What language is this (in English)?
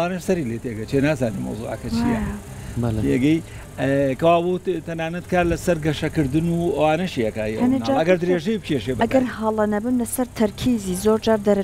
Central Kurdish